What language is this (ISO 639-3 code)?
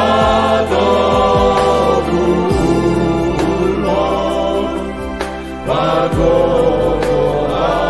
bts